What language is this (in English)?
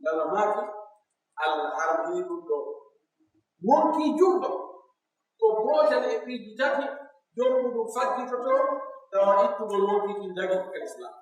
Pular